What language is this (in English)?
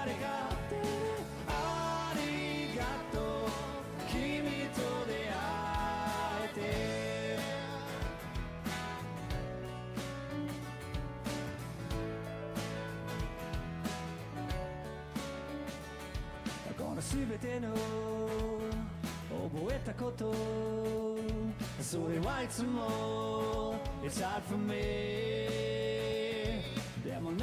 Japanese